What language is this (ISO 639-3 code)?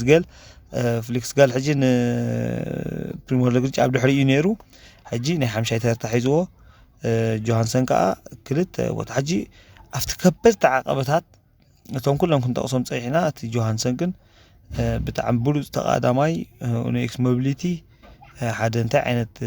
tir